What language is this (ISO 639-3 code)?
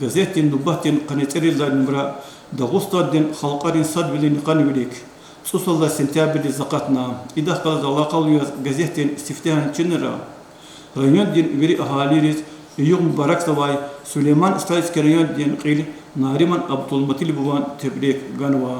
lez